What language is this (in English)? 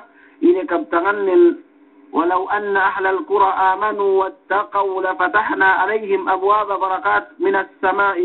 Yakan